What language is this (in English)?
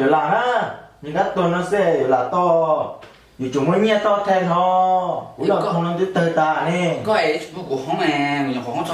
Hmong